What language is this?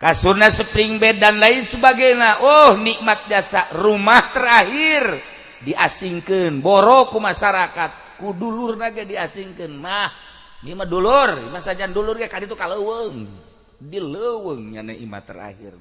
Sundanese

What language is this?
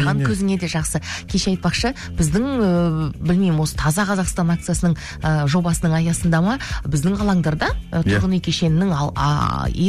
Kazakh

